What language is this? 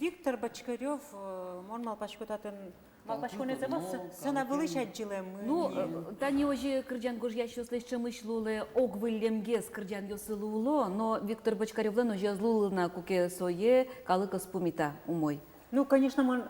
Udmurt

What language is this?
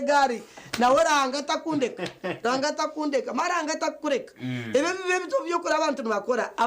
Nyankole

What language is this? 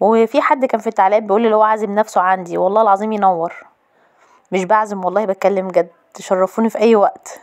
Egyptian Arabic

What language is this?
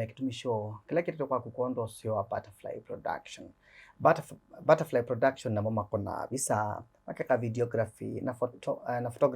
Kamba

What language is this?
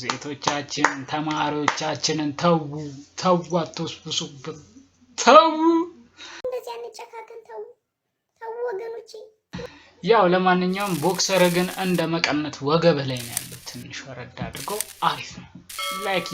Amharic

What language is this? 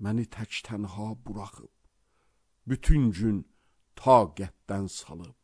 Azerbaijani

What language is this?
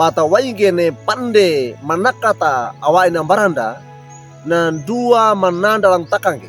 Wejewa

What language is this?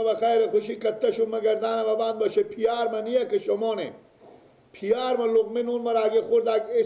Persian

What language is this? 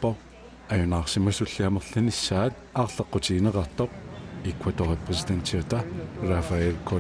Kalaallisut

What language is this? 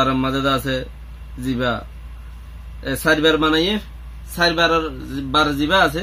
Rohingya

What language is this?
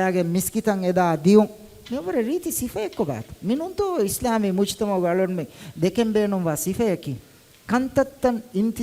Divehi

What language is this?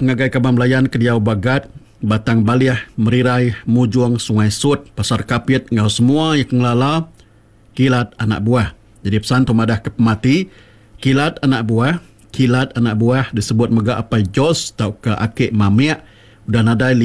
Iban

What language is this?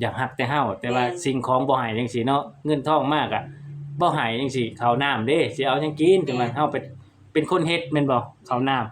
Lao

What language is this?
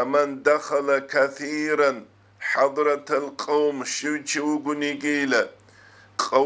Avaric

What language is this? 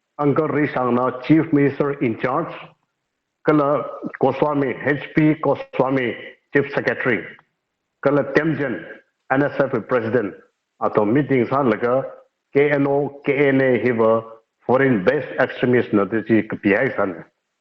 Tangkhul Naga (India)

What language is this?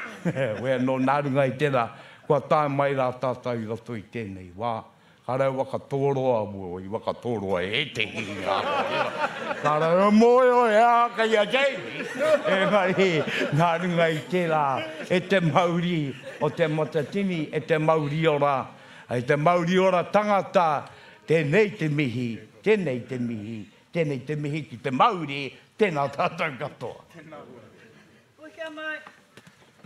Māori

